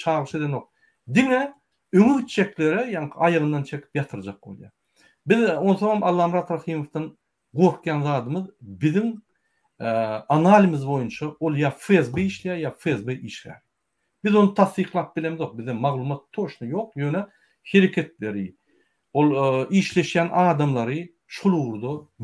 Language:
Turkmen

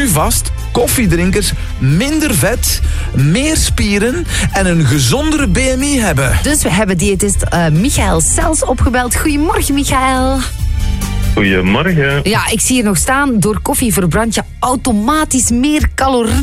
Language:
Dutch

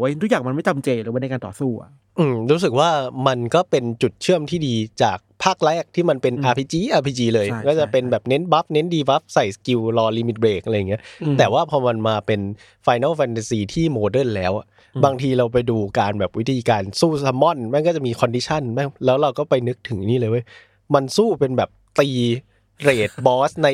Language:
Thai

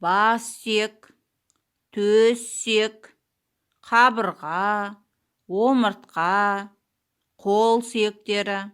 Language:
Kazakh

